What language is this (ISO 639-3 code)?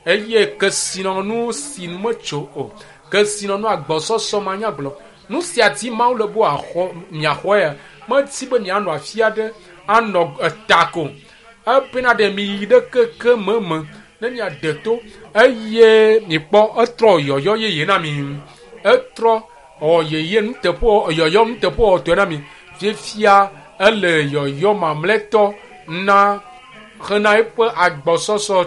ewe